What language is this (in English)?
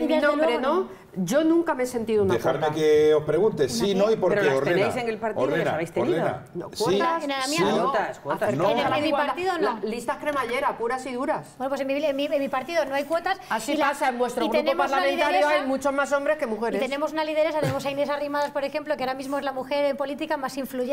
Spanish